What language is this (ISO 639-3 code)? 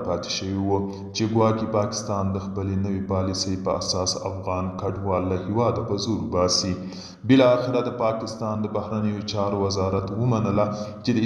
pus